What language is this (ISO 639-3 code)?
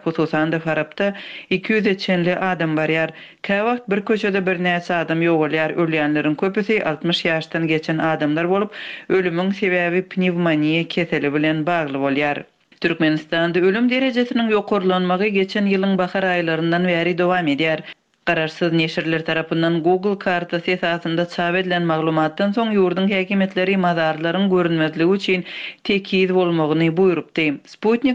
tuk